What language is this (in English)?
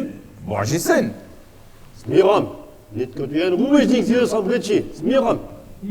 Upper Sorbian